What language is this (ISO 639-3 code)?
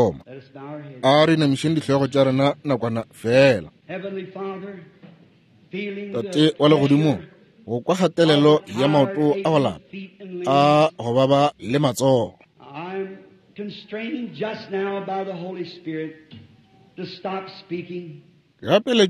nso